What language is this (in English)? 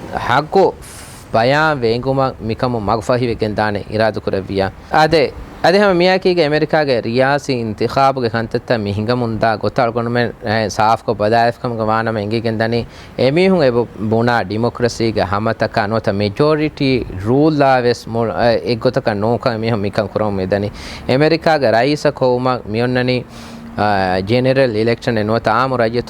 Divehi